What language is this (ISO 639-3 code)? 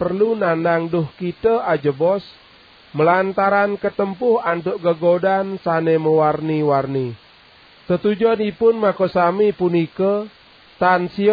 ban